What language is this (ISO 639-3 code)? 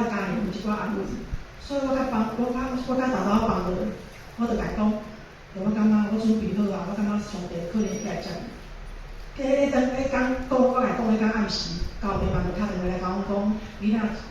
nan